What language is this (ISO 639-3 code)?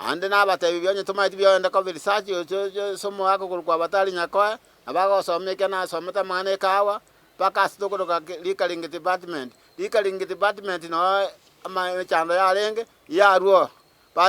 guz